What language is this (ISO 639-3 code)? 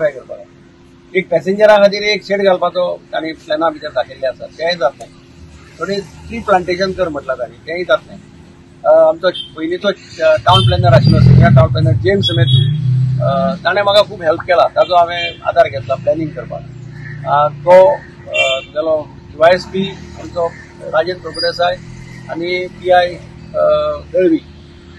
kok